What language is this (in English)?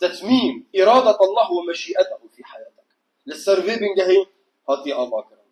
Kurdish